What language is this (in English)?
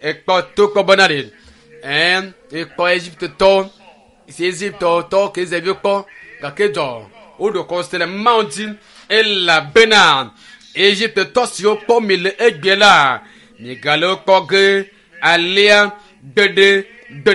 Ewe